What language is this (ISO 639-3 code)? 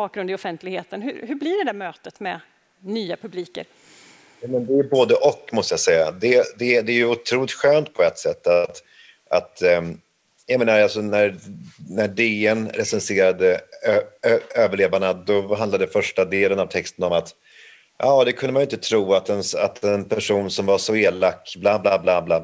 swe